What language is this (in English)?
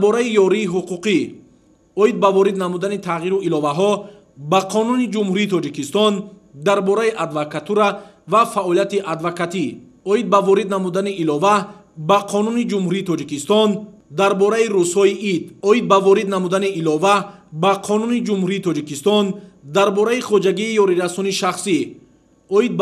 Tajik